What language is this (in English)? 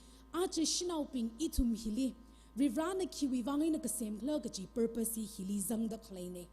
Tangkhul Naga (India)